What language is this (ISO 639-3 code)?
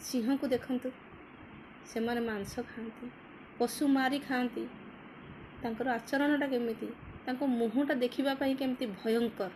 ori